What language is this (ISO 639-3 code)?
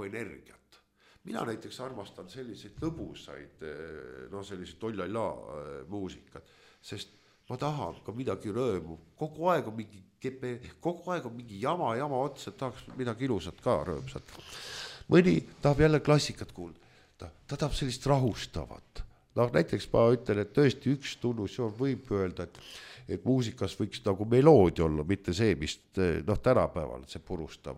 est